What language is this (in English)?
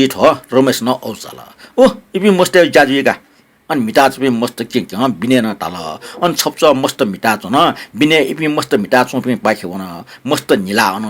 Newari